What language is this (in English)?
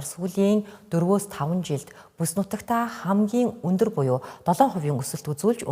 Mongolian